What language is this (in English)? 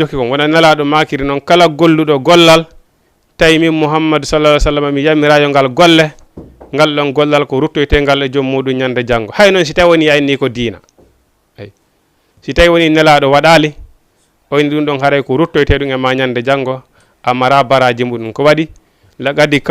Fula